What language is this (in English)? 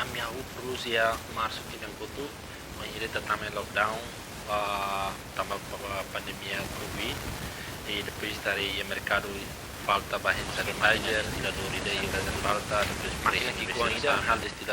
Tetum